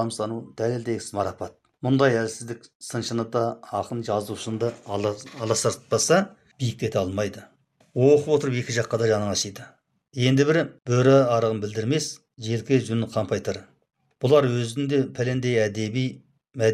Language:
Kazakh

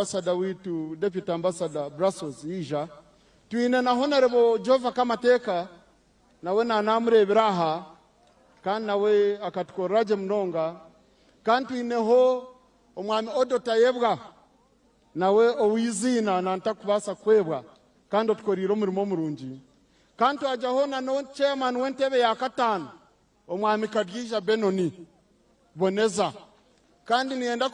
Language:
Nyankole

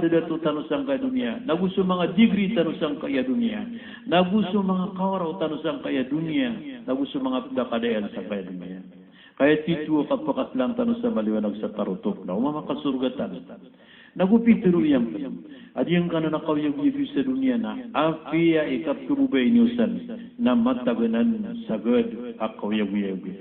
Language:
Maranao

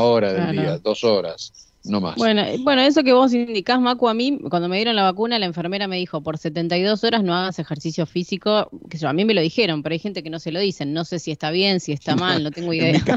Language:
Spanish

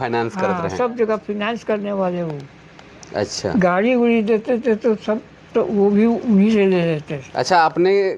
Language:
Sadri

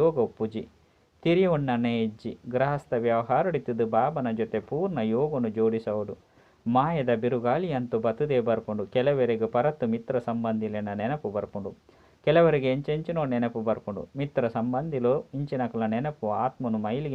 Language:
Tulu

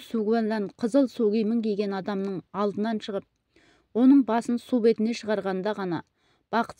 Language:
Kazakh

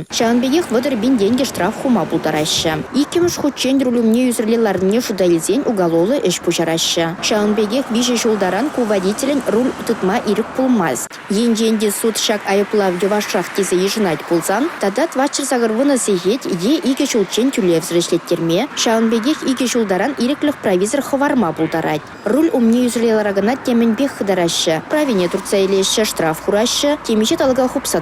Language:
Chuvash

